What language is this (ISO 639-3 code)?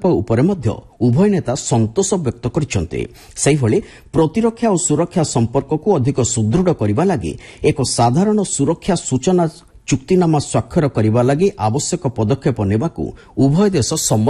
ori